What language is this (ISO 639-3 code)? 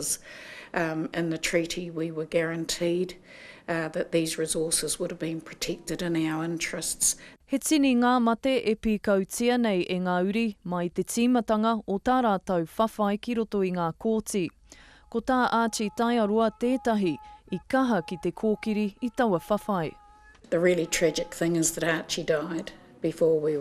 mri